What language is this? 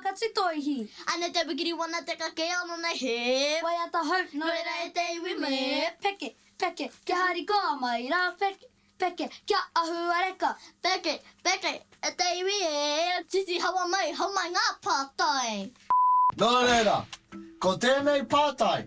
Māori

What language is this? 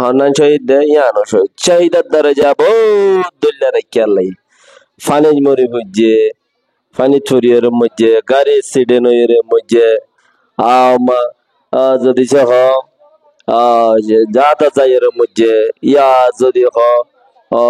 Rohingya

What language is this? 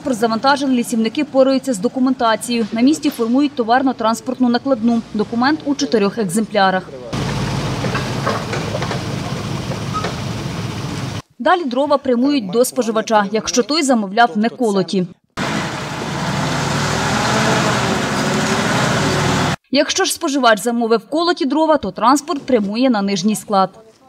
Ukrainian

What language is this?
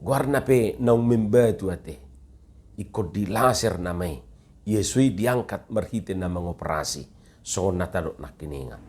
Batak Toba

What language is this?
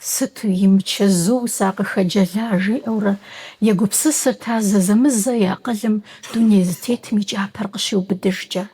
Kabardian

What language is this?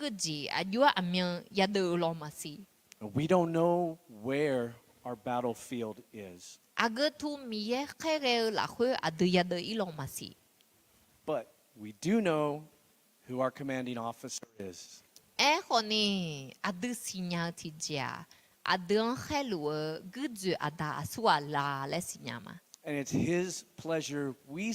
Akha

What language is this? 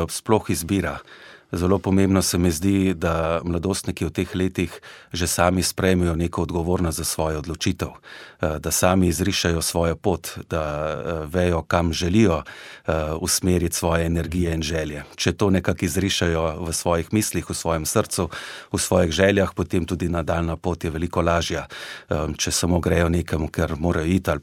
Slovenian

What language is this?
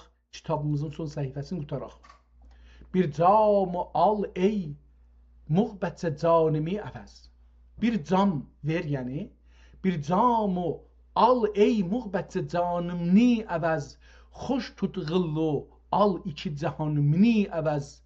South Azerbaijani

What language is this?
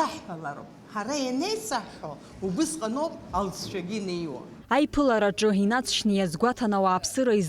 Abkhazian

